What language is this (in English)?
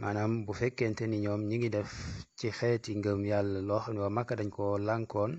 Wolof